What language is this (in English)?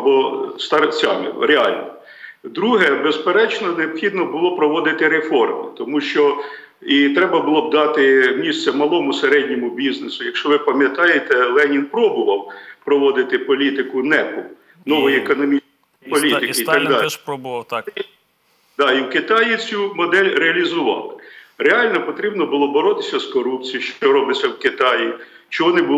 Ukrainian